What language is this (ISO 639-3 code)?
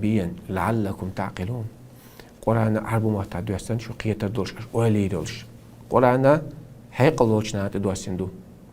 che